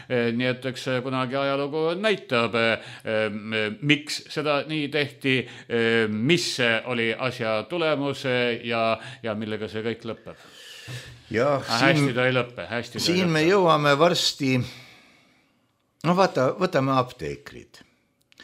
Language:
Estonian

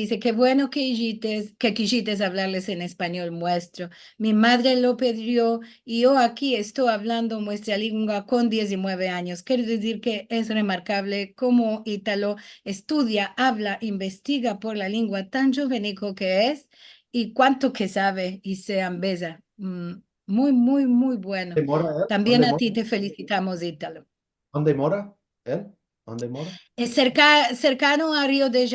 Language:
Ladino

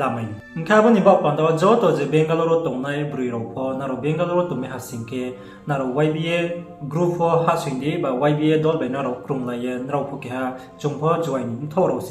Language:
Riang (India)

